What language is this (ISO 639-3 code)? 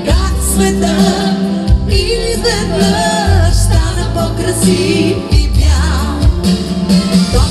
bul